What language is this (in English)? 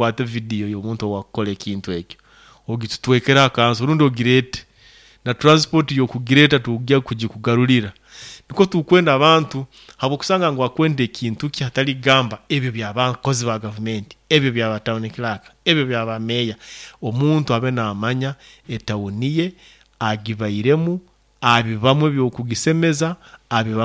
Nyoro